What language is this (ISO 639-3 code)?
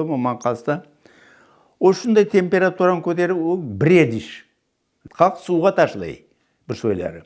crh